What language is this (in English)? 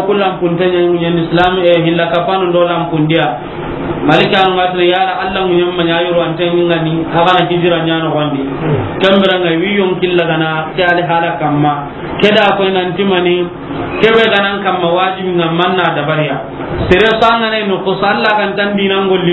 Soninke